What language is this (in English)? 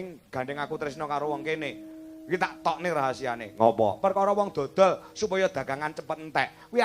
Javanese